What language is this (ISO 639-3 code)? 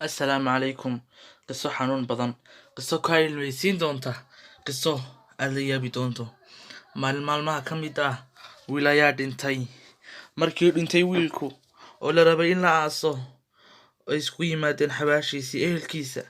som